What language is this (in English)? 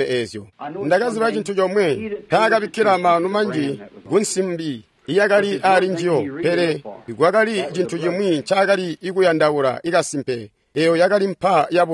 Tonga (Zambia)